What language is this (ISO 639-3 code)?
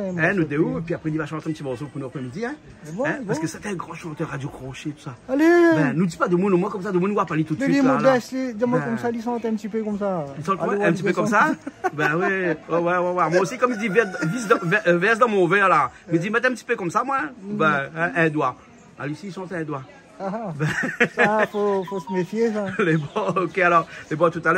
rcf